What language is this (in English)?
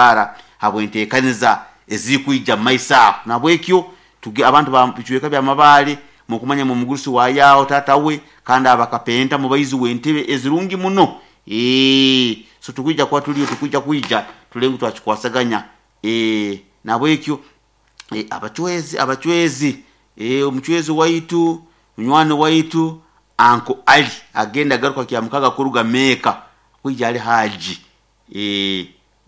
Nyoro